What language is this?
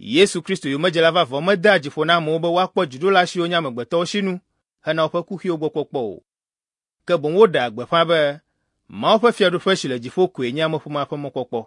Ewe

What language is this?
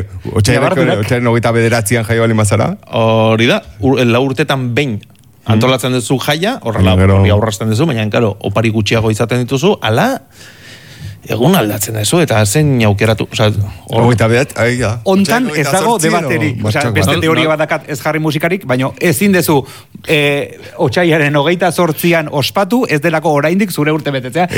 Basque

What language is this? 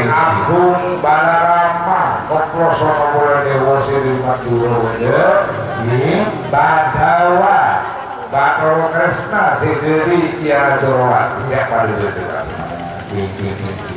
Madurese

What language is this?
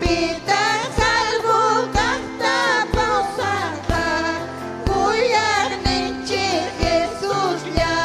Ayacucho Quechua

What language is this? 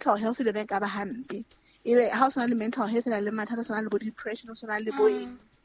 Southern Sotho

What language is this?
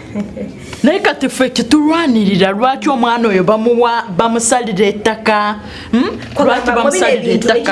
Ganda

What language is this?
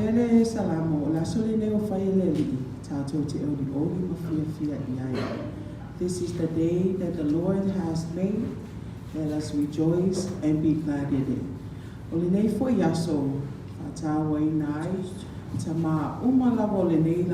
Samoan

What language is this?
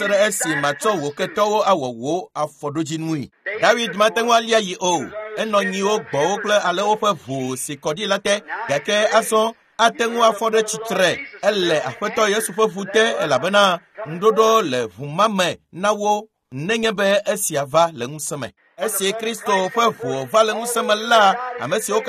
Ewe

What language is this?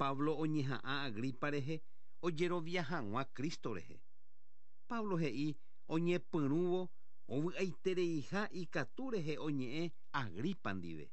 Guarani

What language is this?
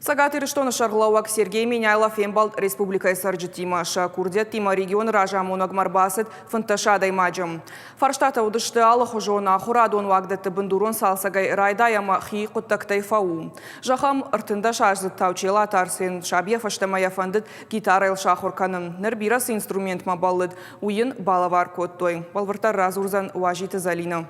Ossetic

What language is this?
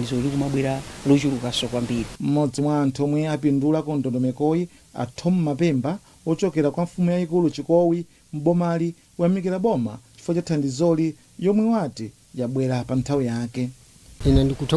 Nyanja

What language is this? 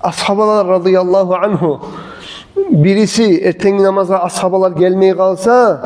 Kumyk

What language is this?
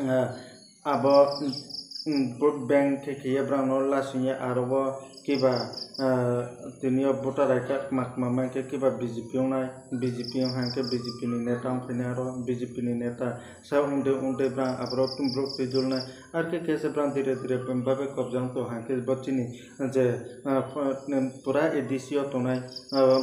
Riang (India)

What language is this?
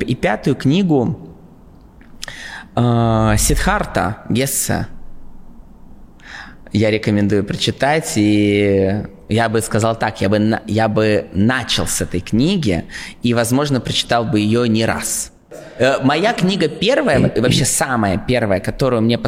Russian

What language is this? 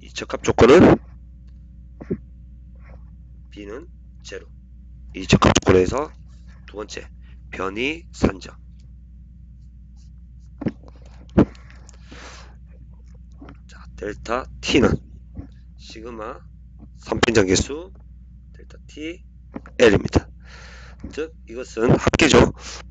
Korean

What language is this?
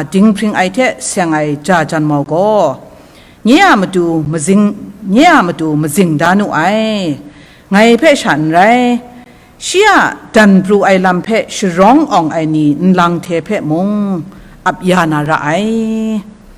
Kachin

